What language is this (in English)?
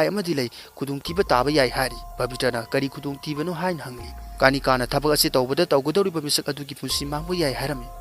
Manipuri